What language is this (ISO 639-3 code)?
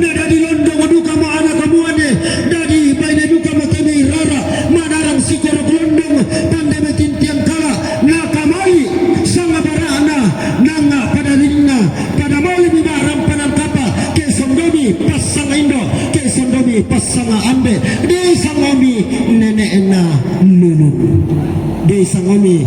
sda